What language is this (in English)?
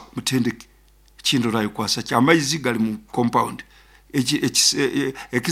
Nyoro